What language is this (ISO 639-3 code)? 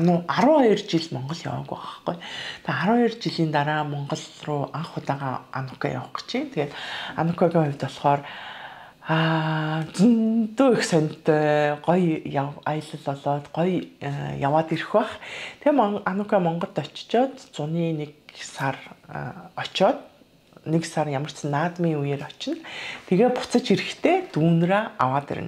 mon